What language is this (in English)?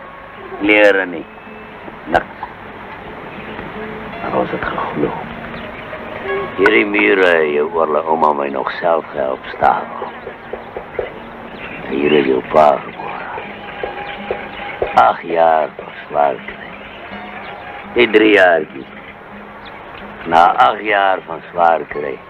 Afrikaans